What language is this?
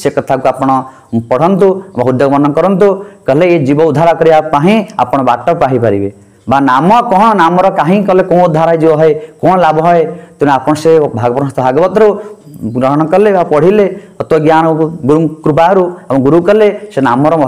Odia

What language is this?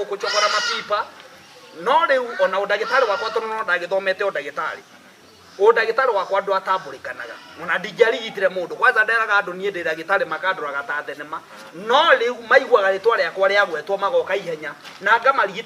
Kikuyu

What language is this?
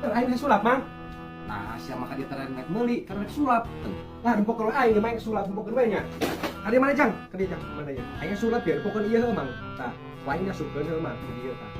Sundanese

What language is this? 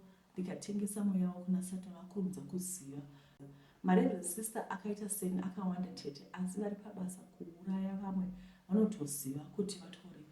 Shona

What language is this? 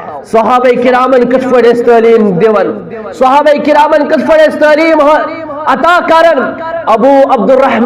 Kashmiri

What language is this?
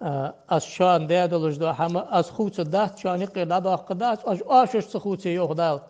Ingush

